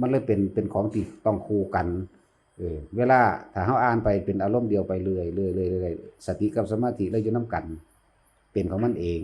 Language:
Northeastern Thai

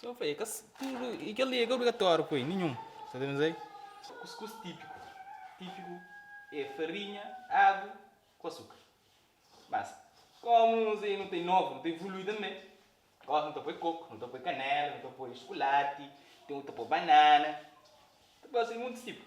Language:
Kabuverdianu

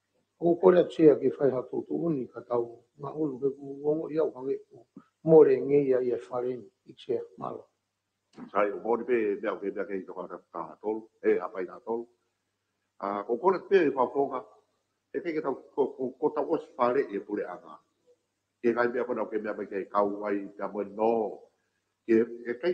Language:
Tongan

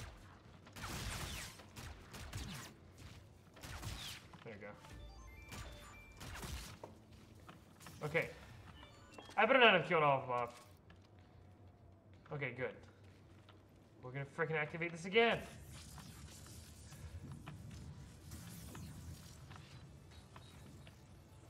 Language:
English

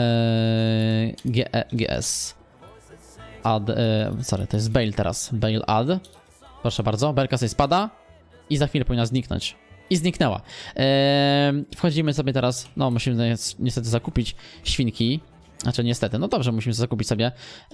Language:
Polish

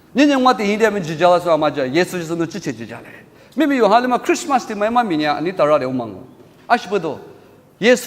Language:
Lisu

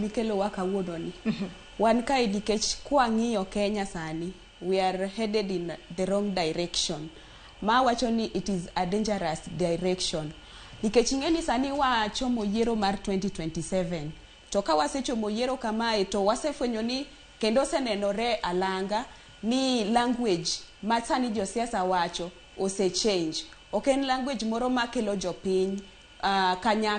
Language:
Luo (Kenya and Tanzania)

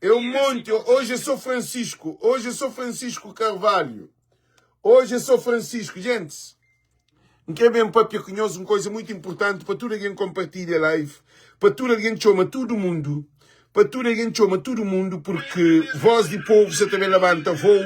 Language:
Kabuverdianu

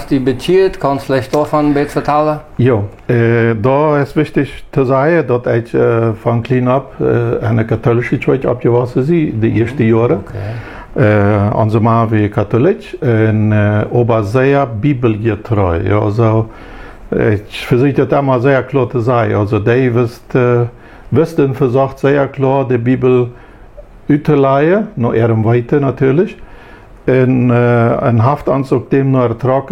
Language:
Plautdietsch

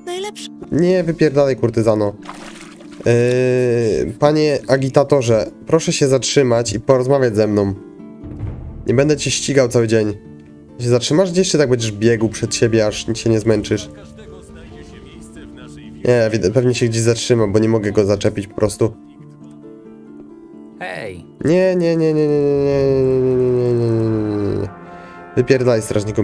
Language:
Polish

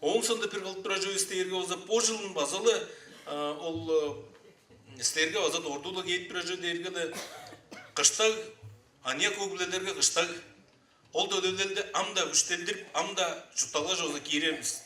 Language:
Tuvinian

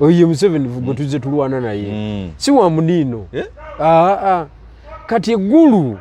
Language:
Ganda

